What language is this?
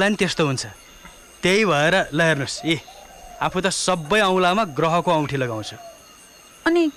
Nepali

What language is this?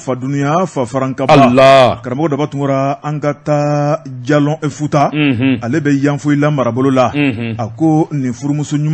Bambara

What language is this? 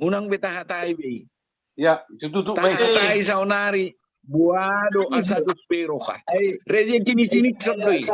Batak Toba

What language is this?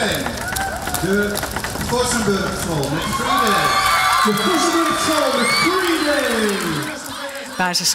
Western Frisian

